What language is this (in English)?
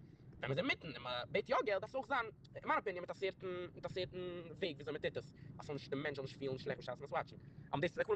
Yiddish